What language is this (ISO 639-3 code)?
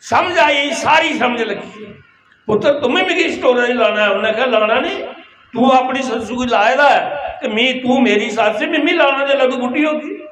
doi